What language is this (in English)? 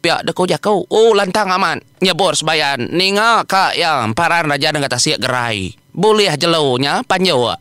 Iban